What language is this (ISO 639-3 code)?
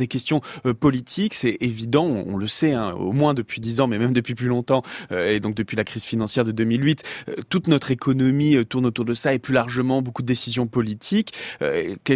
fra